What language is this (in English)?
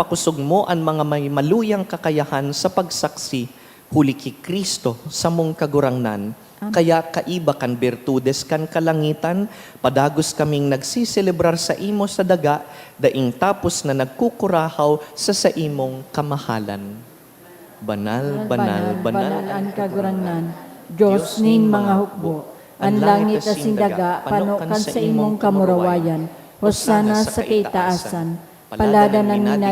Bikol